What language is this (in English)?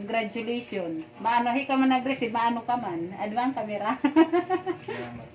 Waray